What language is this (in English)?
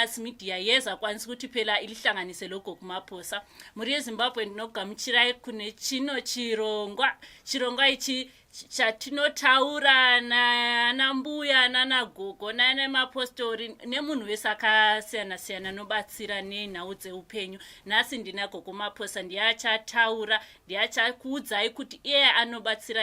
Shona